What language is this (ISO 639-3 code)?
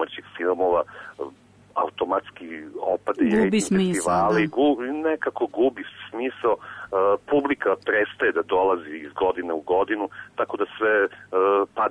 srp